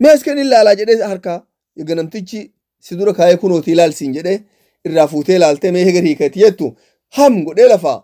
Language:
Oromo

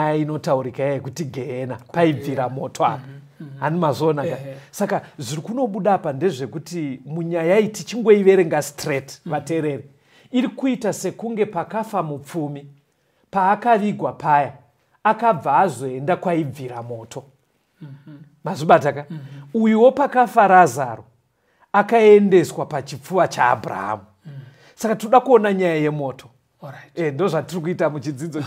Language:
Shona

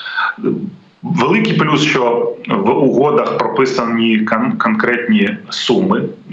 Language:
Ukrainian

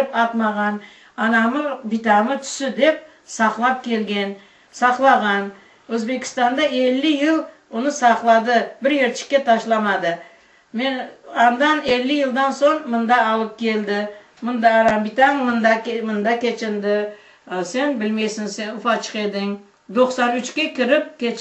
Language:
Crimean Tatar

